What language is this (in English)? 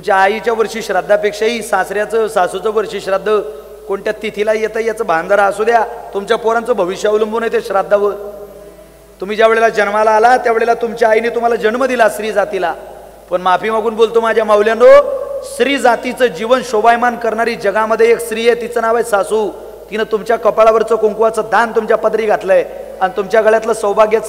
Marathi